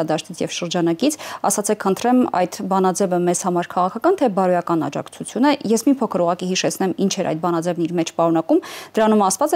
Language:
Armenian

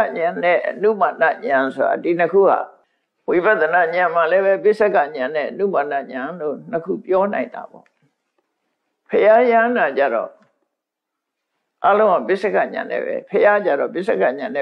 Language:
Burmese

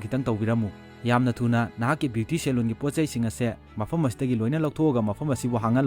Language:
Manipuri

